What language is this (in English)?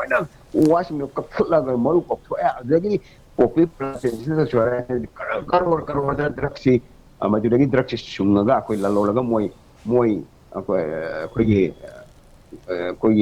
Manipuri